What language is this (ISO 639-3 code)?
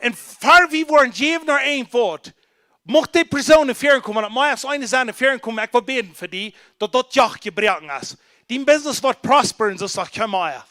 pdt